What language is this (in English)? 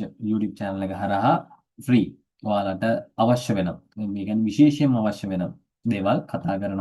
Sinhala